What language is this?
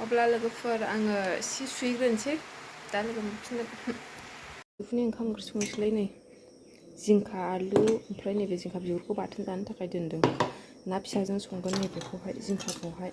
Bodo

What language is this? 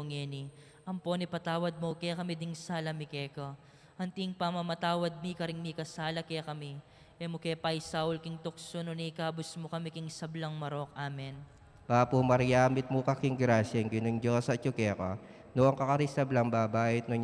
Pampanga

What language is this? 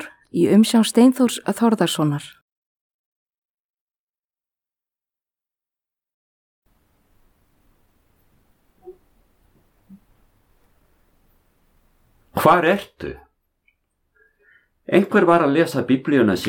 Icelandic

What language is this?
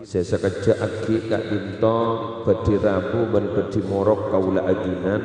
Madurese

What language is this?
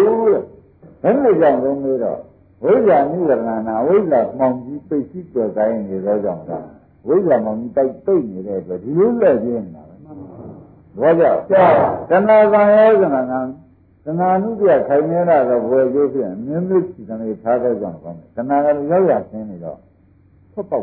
Burmese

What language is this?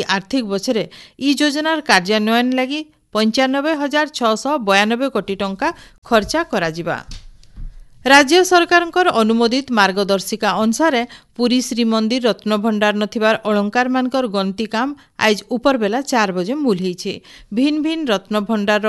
Odia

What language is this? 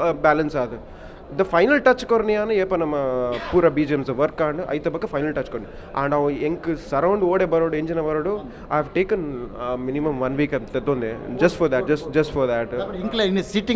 Tulu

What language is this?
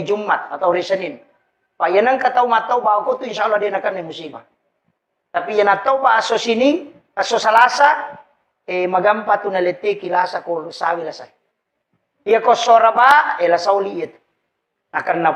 Buginese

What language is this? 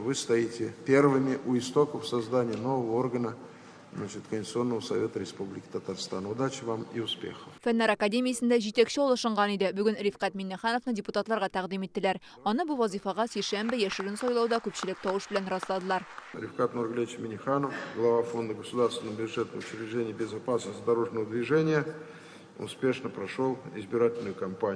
Tatar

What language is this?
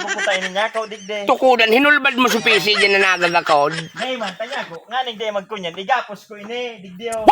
Bikol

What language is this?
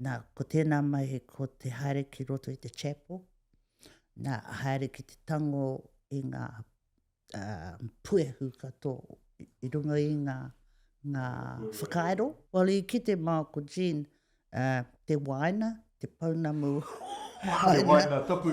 Māori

